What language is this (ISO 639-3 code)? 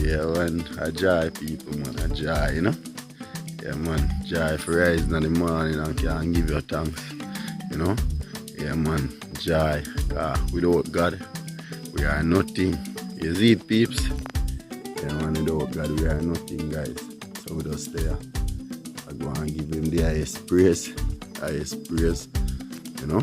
jam